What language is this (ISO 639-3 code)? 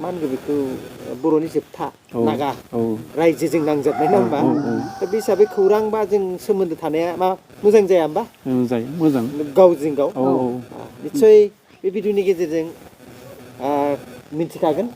brx